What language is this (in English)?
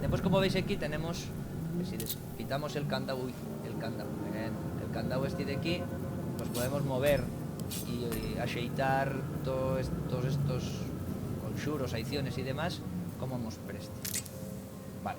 Asturian